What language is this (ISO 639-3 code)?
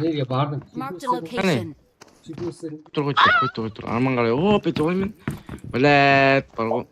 kaa